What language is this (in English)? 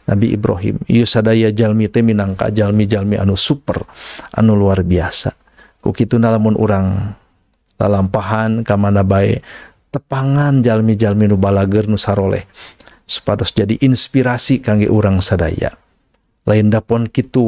Sundanese